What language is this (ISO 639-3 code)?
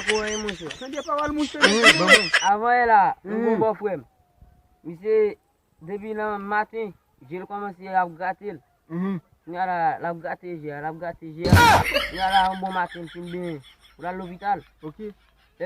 hat